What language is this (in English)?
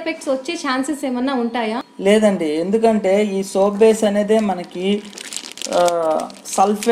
Telugu